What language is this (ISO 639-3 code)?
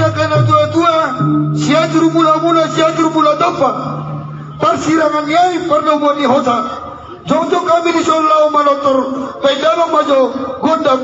bbc